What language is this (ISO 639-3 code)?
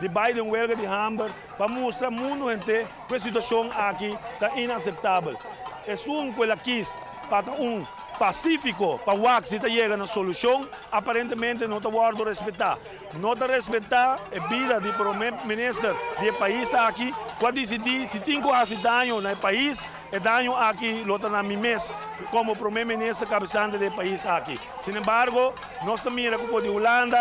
pap